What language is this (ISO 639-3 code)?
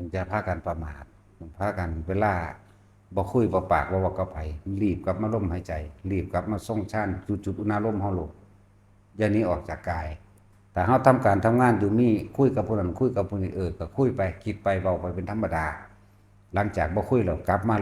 tts